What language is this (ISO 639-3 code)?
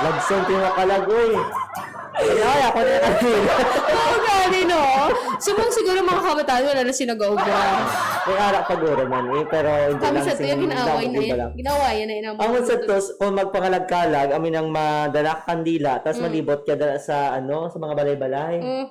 hil